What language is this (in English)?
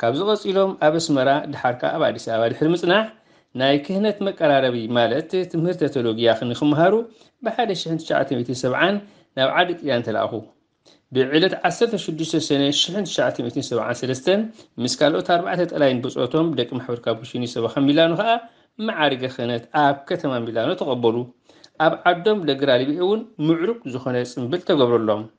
Tigrinya